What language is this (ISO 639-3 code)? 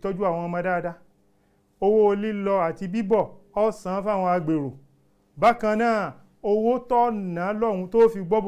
yor